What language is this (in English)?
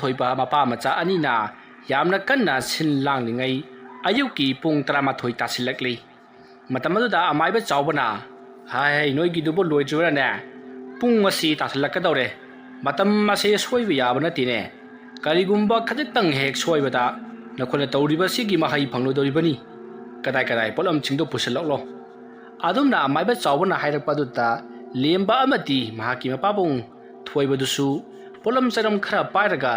Manipuri